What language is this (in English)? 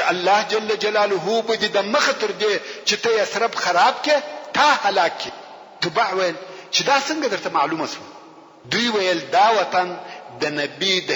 Pashto